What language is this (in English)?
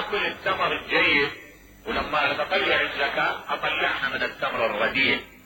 Mesopotamian Arabic